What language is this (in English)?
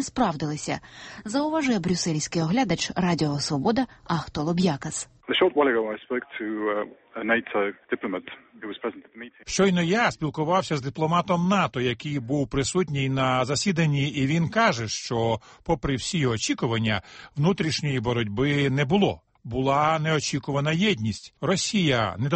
Ukrainian